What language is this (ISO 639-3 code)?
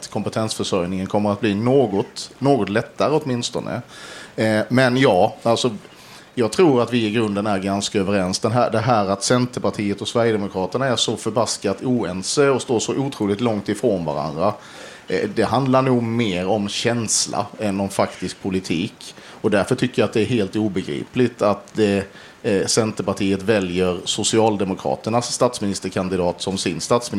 swe